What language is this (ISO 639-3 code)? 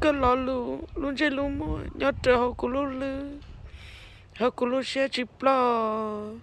hmn